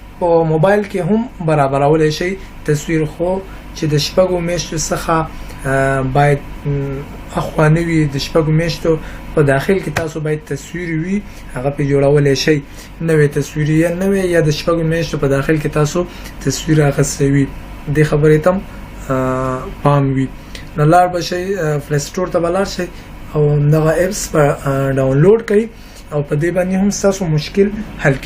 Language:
Pashto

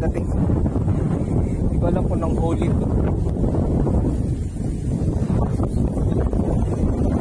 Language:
Filipino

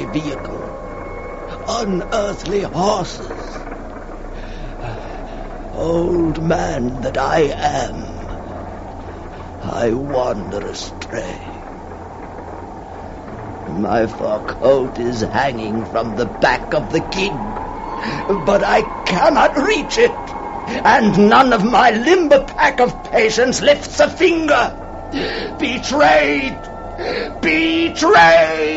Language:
English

